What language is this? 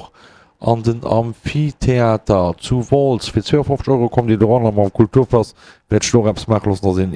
Luxembourgish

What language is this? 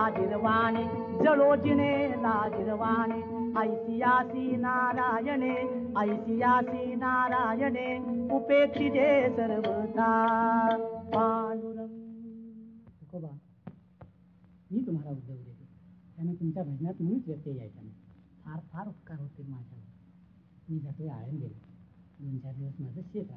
Marathi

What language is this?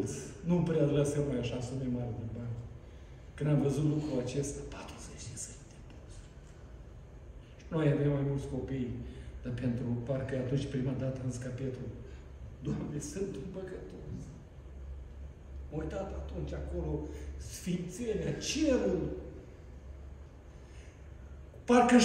Romanian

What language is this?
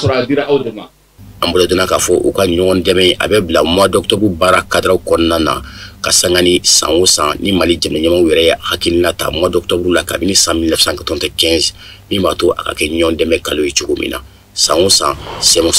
Bambara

